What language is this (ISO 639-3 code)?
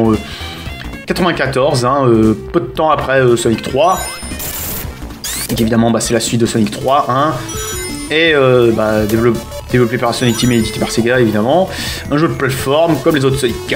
fra